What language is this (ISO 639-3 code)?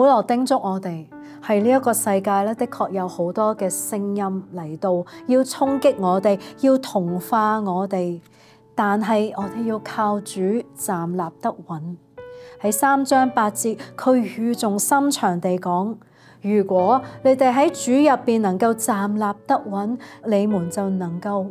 yue